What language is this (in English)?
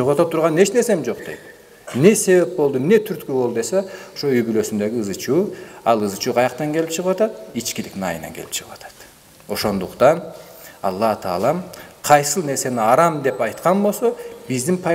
Kyrgyz